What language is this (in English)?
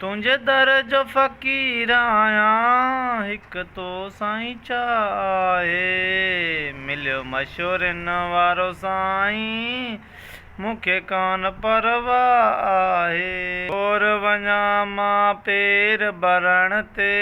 Sindhi